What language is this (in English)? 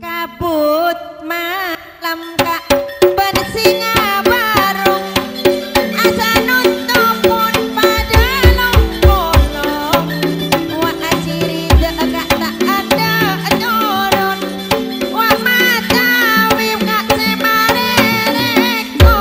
Madurese